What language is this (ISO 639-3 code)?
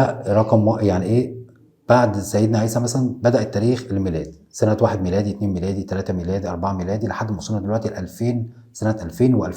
arz